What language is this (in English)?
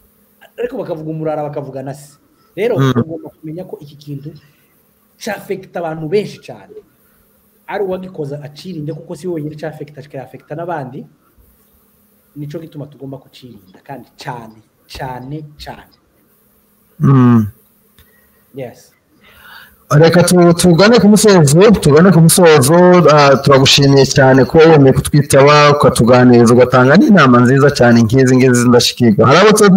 Kinyarwanda